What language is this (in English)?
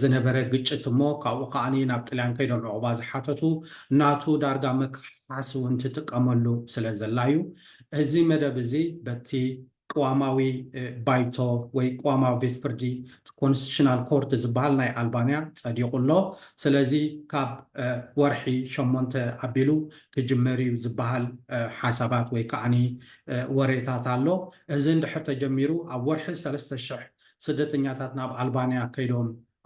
Tigrinya